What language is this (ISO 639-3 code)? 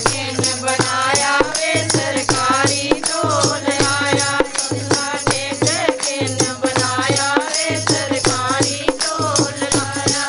doi